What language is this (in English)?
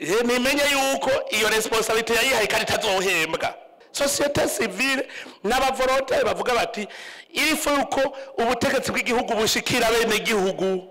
Rundi